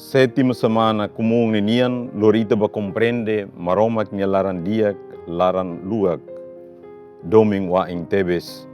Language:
Tetum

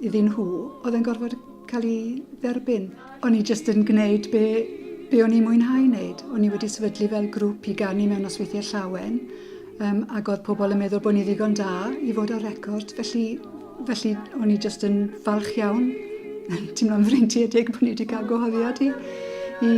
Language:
Welsh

